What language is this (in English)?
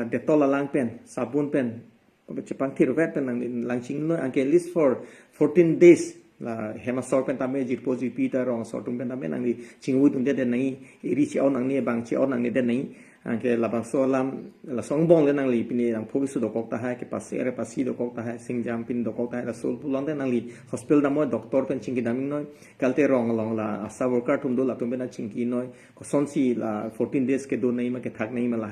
Karbi